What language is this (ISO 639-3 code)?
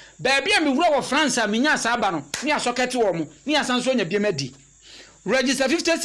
aka